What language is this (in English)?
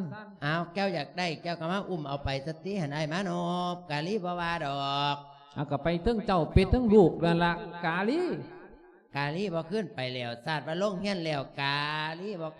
Lao